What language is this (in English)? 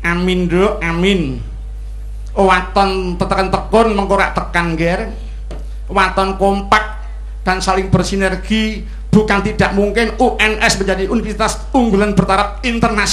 Javanese